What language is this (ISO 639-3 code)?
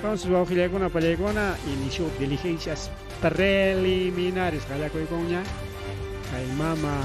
quy